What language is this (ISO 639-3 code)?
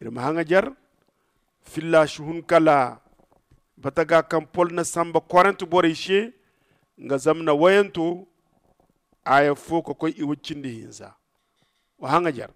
dje